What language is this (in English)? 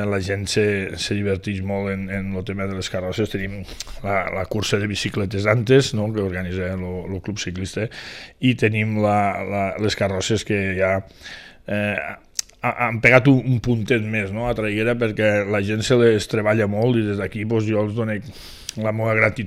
Catalan